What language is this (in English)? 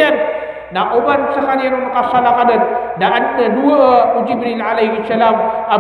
Maranao